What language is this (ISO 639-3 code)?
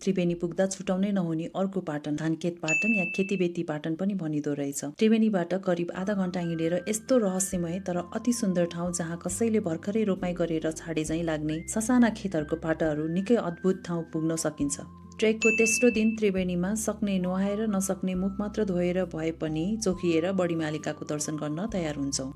nep